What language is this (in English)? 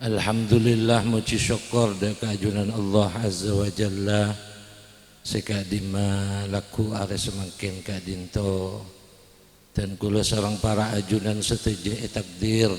Madurese